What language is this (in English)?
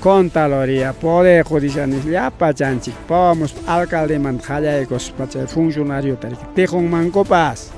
Ayacucho Quechua